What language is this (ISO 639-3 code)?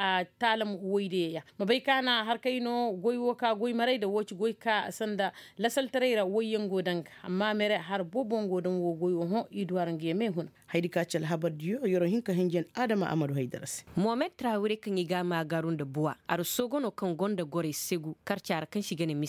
ses